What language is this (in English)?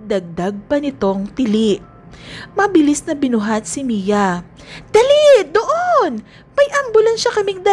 Filipino